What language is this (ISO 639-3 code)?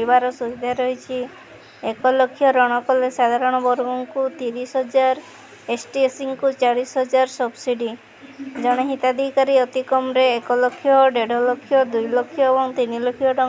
ori